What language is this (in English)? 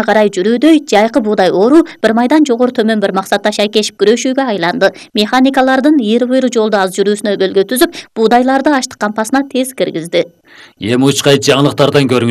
Kyrgyz